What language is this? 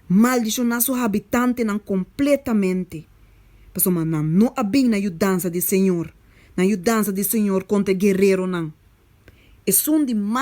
Papiamento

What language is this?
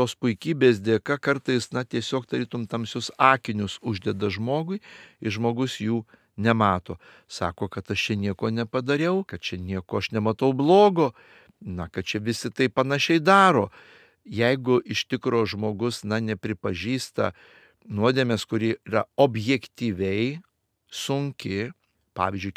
Lithuanian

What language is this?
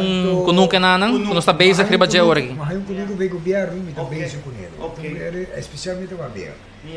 Papiamento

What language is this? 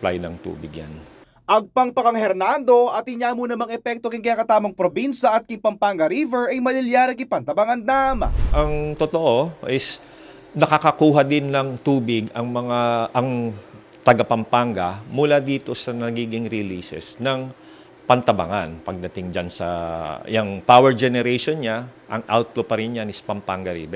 Pampanga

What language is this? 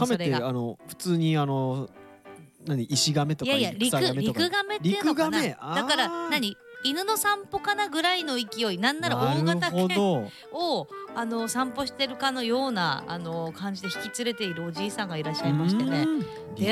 Japanese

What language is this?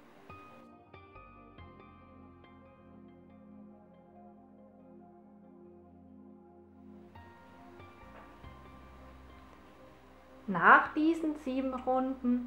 German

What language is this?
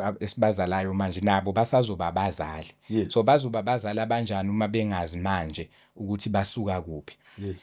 Zulu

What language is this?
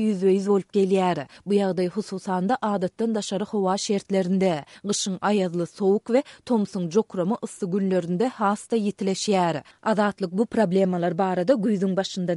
Turkmen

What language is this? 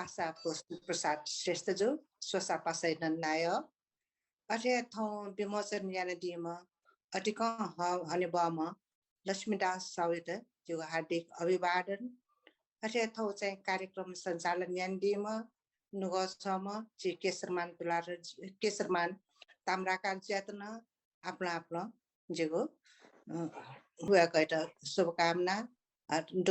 Newari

